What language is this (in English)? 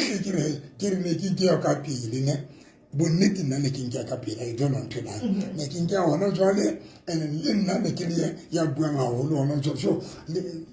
Southern Sotho